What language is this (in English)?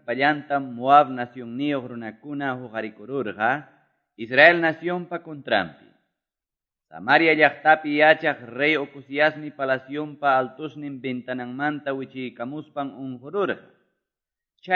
Quechua